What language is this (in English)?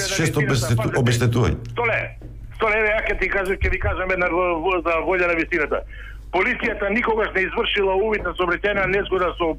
Macedonian